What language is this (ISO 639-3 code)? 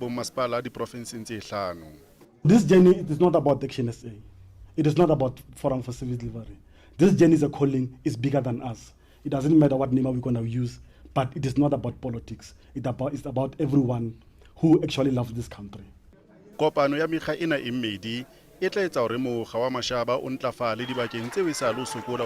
sot